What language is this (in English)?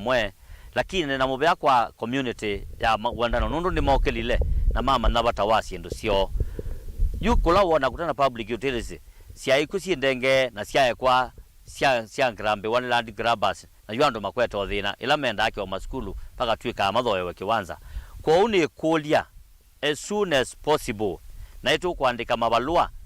Kamba